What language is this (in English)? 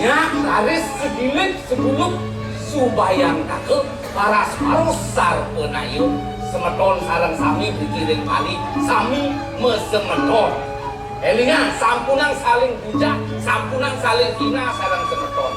Balinese